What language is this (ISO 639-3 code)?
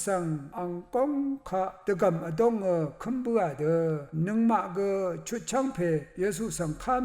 raw